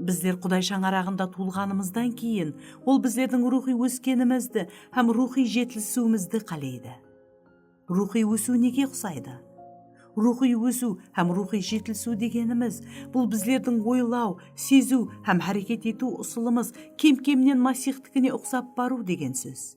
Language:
Kara-Kalpak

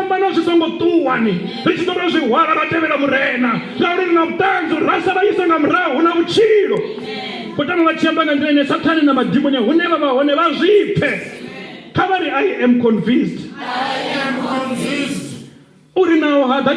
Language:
Venda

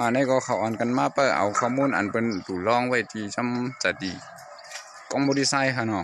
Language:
Shan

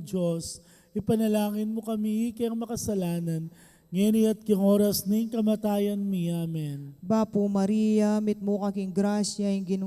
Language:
Pampanga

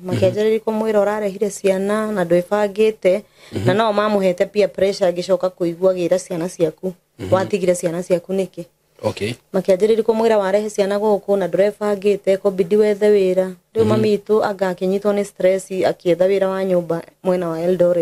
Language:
Kikuyu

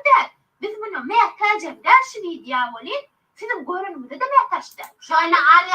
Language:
Turkmen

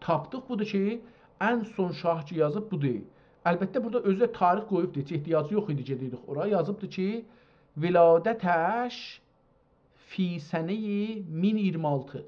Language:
South Azerbaijani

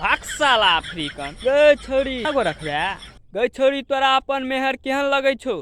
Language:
Maithili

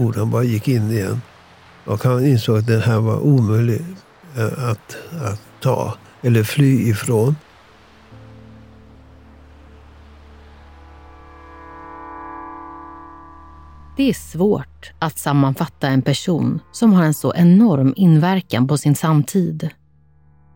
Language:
Swedish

